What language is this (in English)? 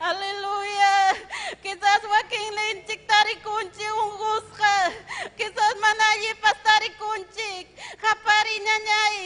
Ayacucho Quechua